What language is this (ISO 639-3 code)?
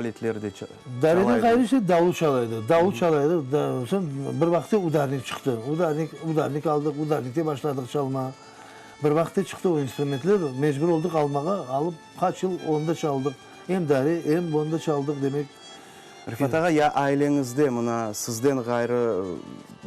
crh